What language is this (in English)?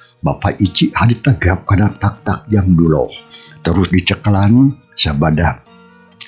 Sundanese